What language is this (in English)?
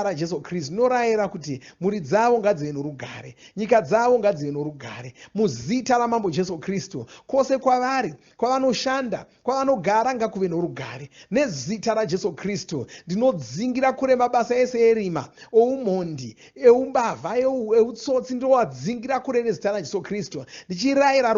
Shona